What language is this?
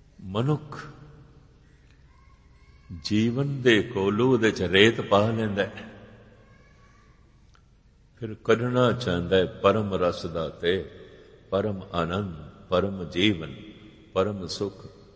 Punjabi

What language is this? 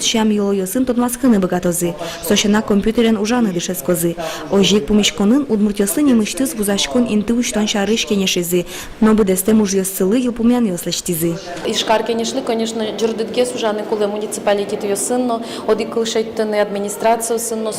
Udmurt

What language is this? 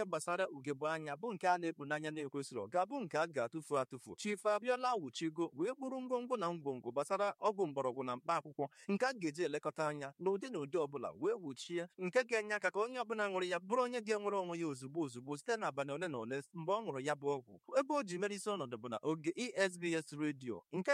Igbo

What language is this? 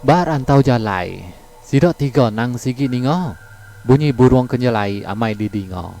Iban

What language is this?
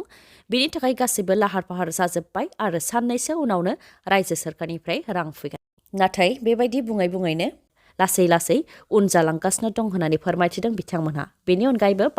Bodo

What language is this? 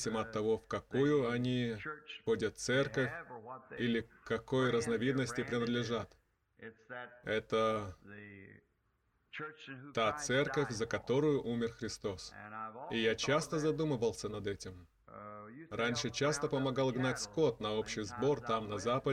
Russian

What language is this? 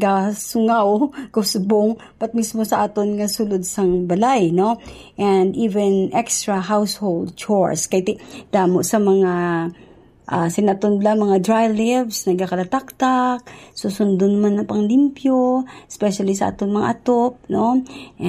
Hiligaynon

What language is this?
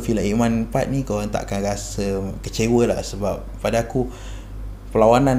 Malay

